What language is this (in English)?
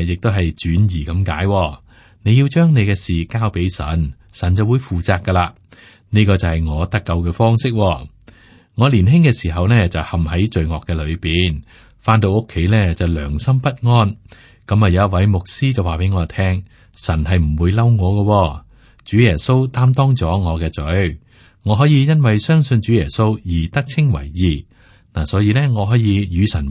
Cantonese